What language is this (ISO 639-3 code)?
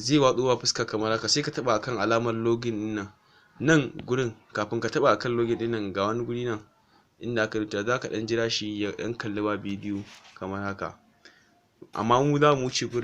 hau